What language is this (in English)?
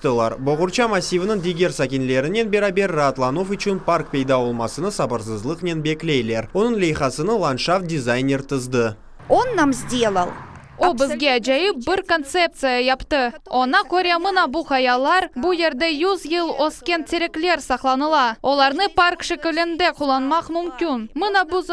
Crimean Tatar